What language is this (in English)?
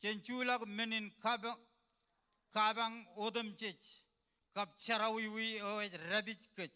Marshallese